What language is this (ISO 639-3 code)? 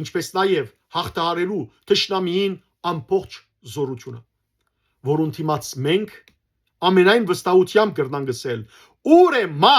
hyw